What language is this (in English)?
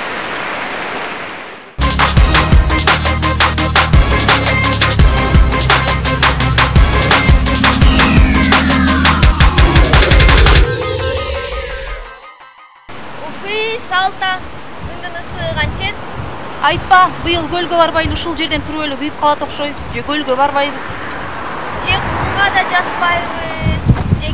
Kyrgyz